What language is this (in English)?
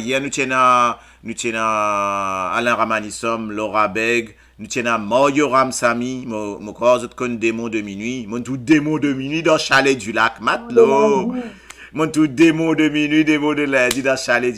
Morisyen